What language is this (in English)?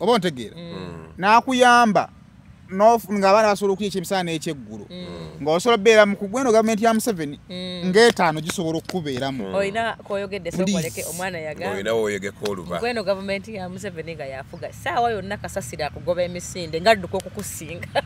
Ganda